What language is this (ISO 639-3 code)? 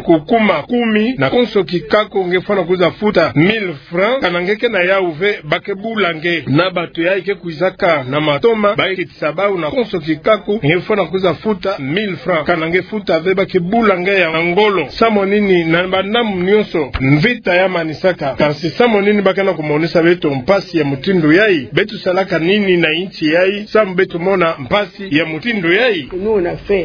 ktu